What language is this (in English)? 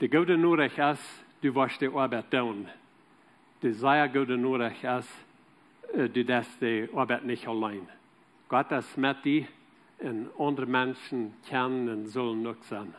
Plautdietsch